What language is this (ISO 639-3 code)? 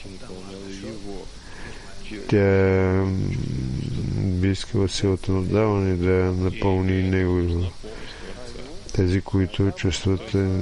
bul